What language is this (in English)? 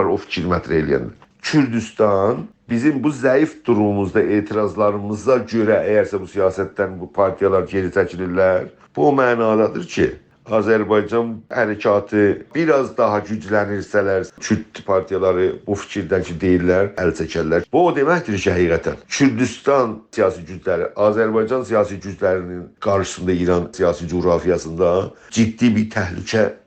South Azerbaijani